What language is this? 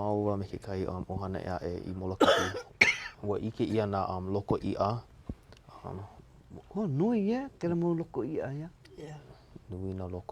Hawaiian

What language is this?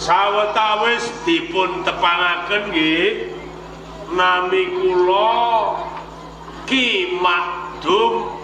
Javanese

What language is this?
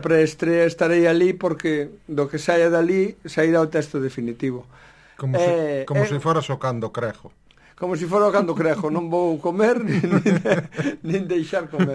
Galician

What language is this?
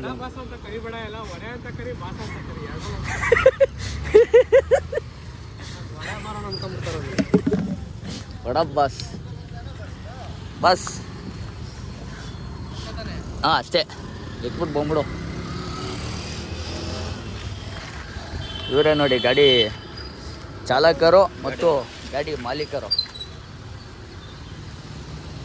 Kannada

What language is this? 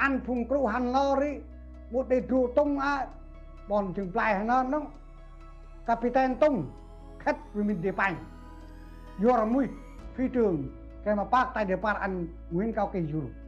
Central Mnong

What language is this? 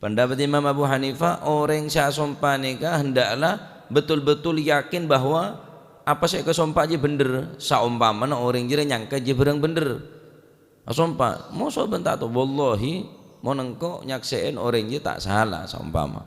Madurese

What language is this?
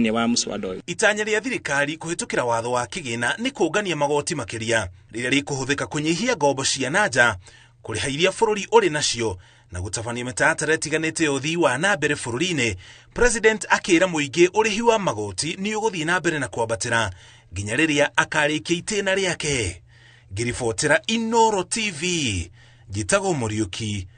Kikuyu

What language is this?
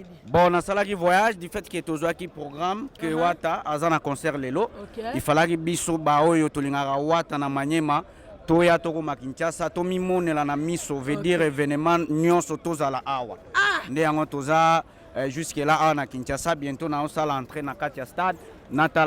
Lingala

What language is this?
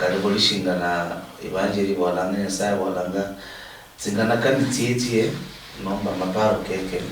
Luyia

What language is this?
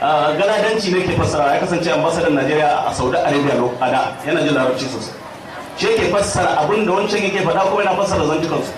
Hausa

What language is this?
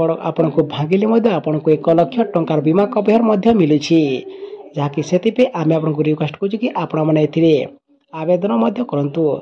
Odia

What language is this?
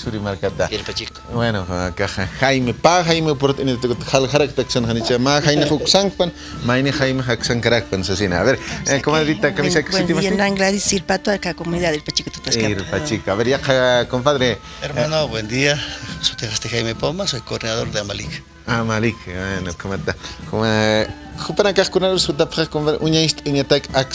Aymara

